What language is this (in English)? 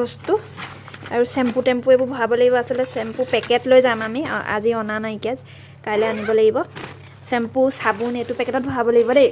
Assamese